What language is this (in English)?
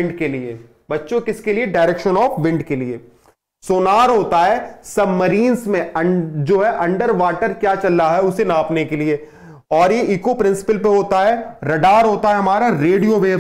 Hindi